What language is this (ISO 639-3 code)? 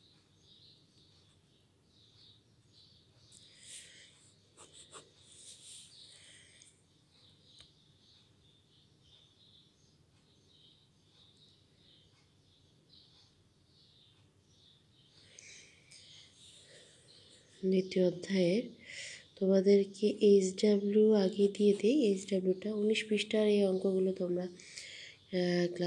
ben